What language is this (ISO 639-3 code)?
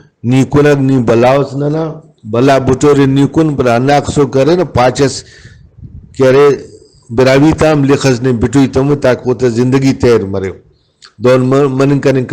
brh